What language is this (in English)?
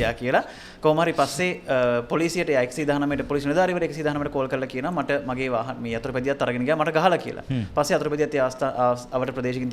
Sinhala